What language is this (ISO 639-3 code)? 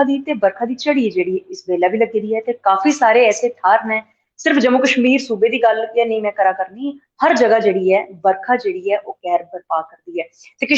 doi